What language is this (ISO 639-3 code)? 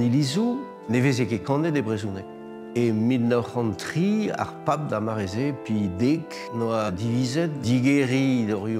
bre